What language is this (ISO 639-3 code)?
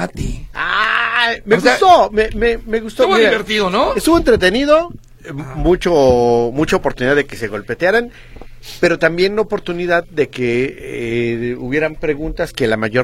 spa